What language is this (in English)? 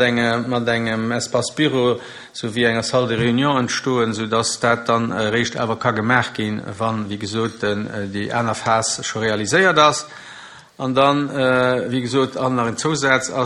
Luxembourgish